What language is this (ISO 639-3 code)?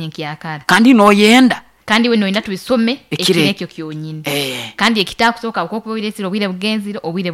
nyo